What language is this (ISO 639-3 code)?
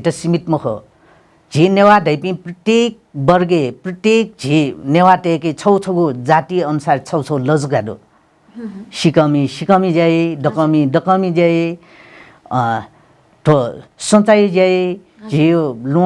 new